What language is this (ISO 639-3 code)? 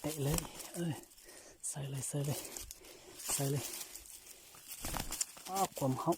lao